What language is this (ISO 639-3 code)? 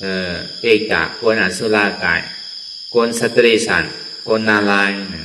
shn